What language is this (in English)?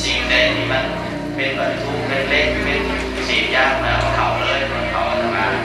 Lao